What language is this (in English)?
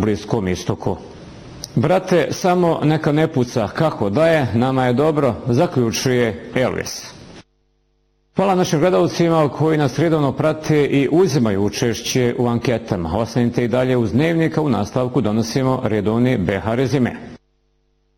Bosnian